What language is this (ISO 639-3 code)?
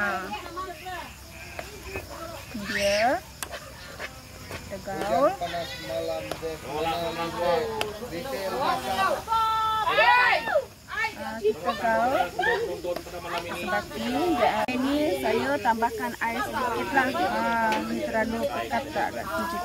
msa